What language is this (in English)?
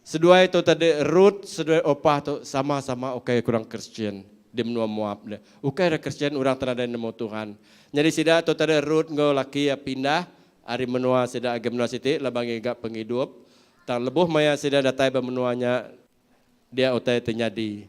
Iban